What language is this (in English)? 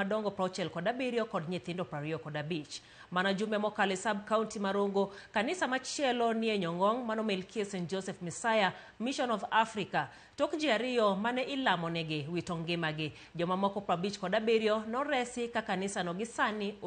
Luo (Kenya and Tanzania)